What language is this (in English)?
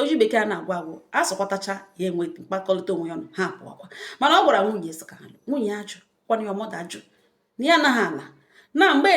Igbo